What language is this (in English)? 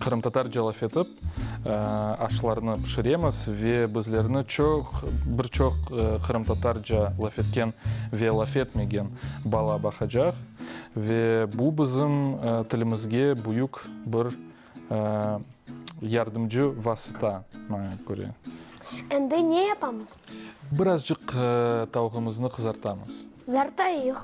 Crimean Tatar